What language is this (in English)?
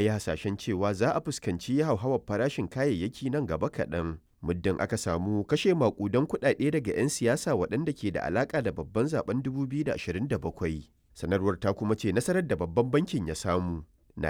Hausa